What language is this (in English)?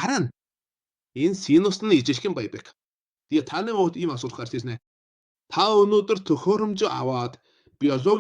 Mongolian